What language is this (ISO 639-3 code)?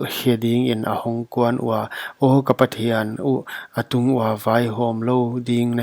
pck